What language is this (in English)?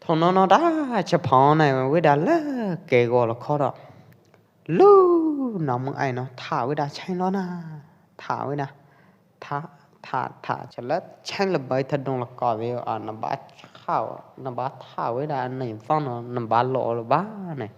Pwo Eastern Karen